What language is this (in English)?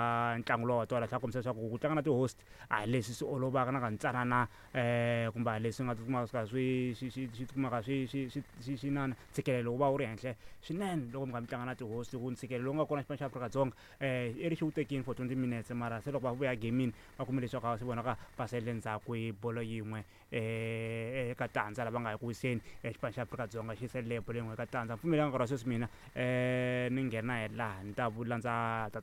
Tsonga